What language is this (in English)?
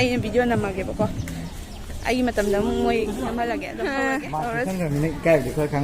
Manipuri